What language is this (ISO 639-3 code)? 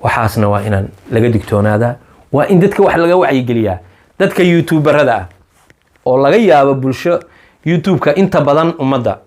som